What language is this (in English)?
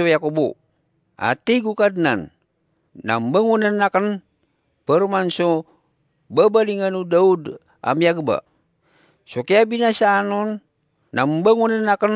Maranao